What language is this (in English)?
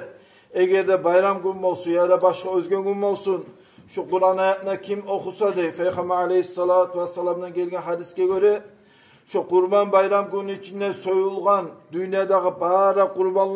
Kumyk